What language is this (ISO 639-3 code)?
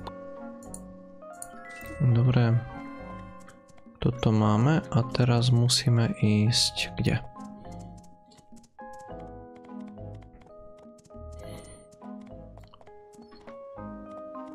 slk